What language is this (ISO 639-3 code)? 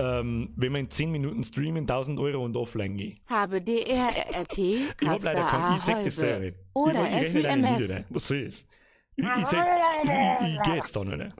bar